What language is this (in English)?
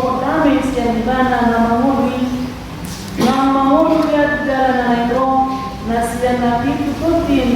Batak Toba